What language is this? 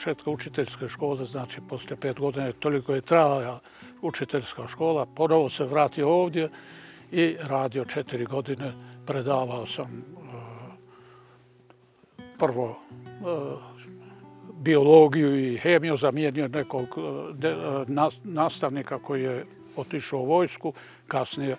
Bosnian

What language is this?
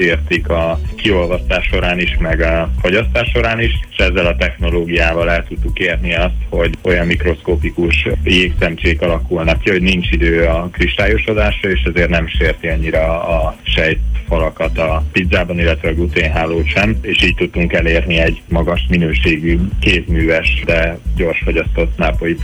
Hungarian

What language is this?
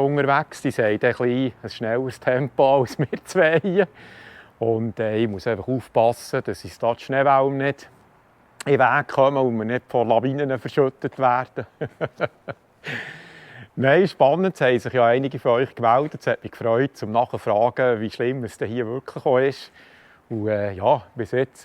Swiss German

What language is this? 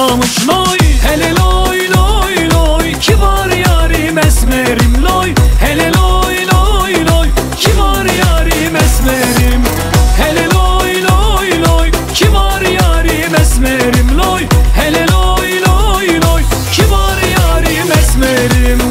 Turkish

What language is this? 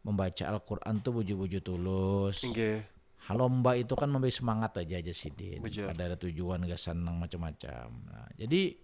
Banjar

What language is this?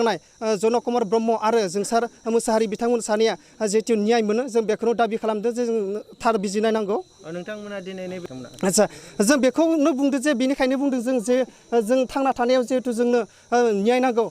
Bodo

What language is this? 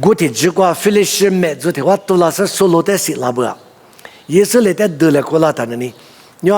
Lisu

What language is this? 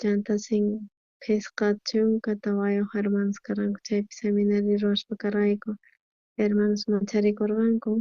South Bolivian Quechua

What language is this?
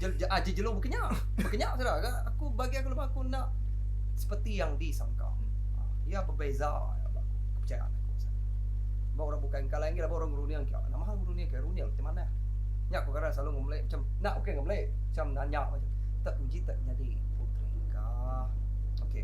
Iban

